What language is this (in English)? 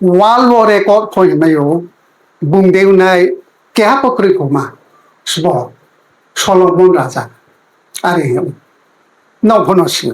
Riang (India)